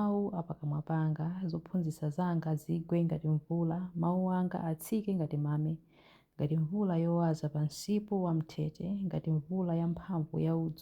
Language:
Nyanja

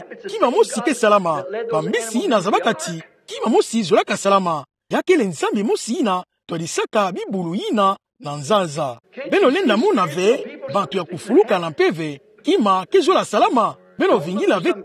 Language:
Kituba (Democratic Republic of Congo)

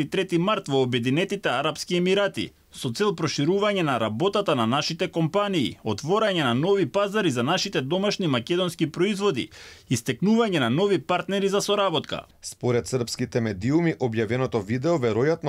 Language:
Macedonian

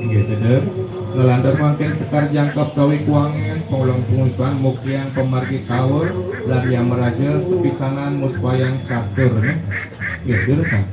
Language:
Balinese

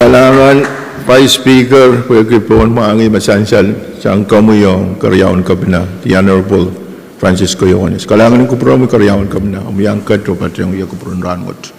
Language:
Pohnpeian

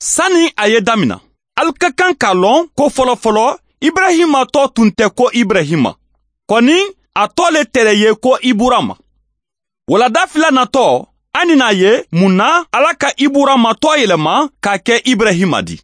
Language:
Bambara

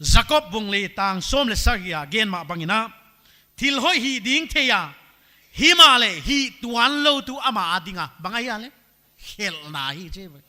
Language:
Paite Chin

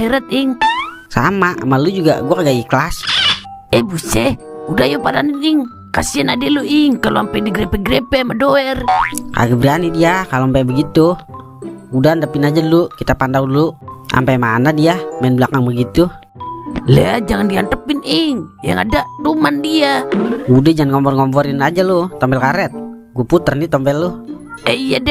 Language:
Betawi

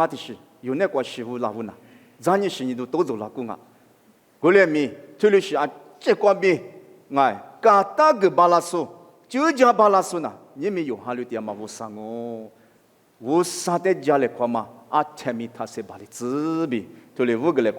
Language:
Lisu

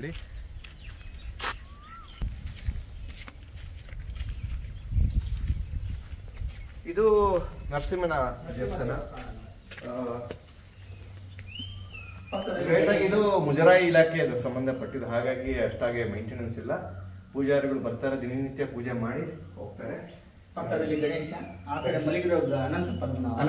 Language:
Kannada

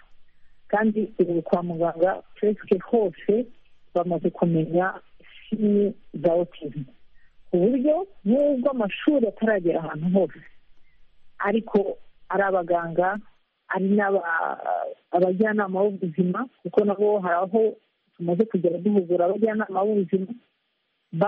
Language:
Kinyarwanda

